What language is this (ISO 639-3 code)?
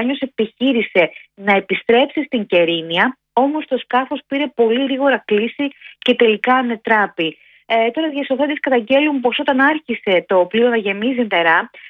ell